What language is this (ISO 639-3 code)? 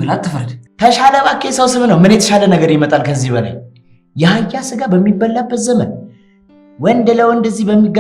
amh